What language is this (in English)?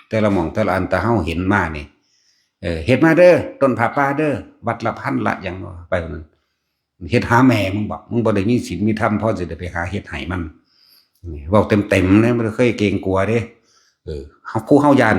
Northeastern Thai